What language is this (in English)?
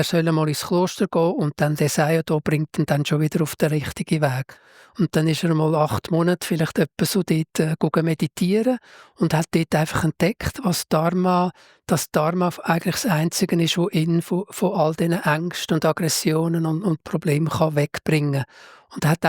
Swiss German